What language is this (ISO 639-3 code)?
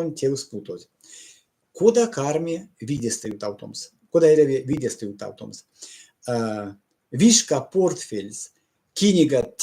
myv